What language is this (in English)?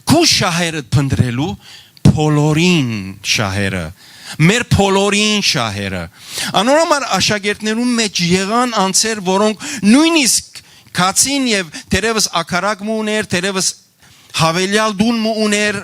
Western Armenian